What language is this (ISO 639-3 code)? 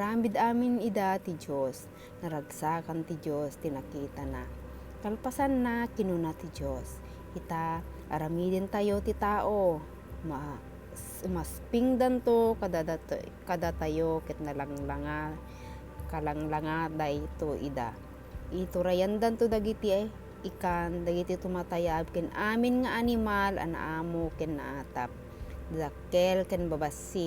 ilo